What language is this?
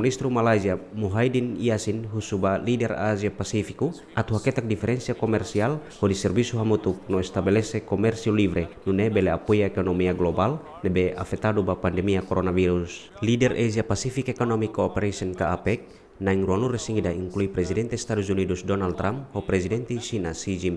Tetum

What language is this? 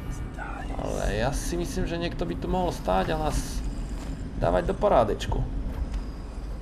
Slovak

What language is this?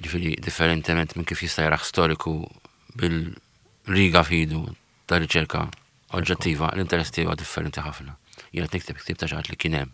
Maltese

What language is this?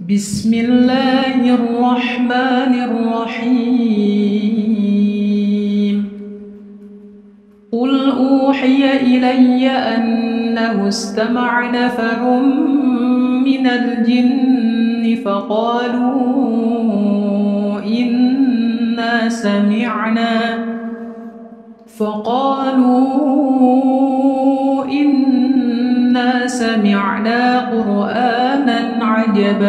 Arabic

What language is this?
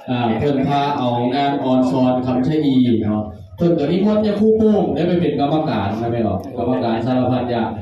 Northeastern Thai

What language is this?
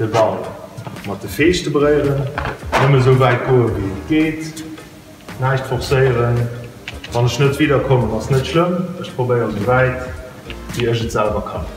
Luxembourgish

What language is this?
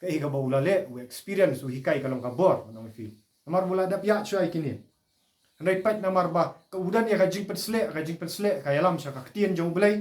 Khasi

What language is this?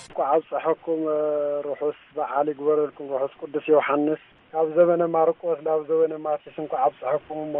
Tigrinya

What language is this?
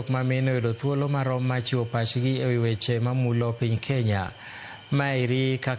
Luo (Kenya and Tanzania)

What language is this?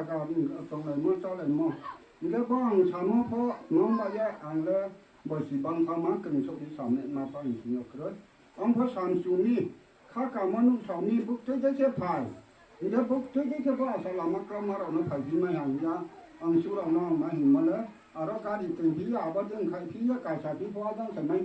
Riang (India)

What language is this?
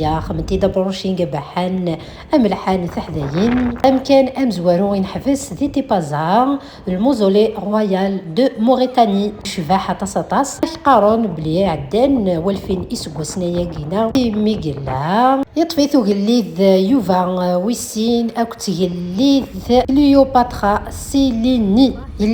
Kabyle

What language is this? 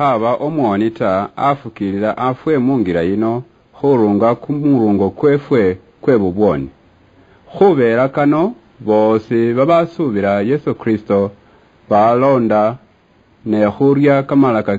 Luyia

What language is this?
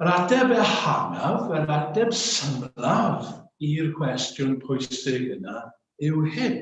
Welsh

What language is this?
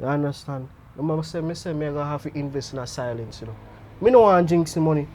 Jamaican Creole English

